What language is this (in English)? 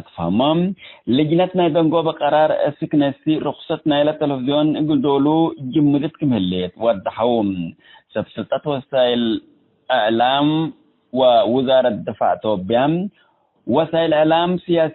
Tigre